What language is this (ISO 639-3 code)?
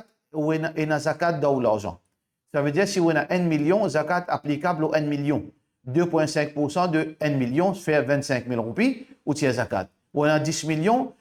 mfe